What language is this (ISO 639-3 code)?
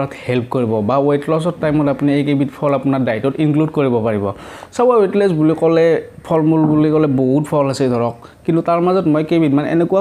asm